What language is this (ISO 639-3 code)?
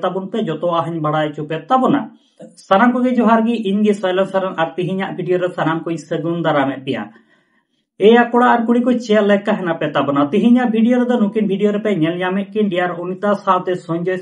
sat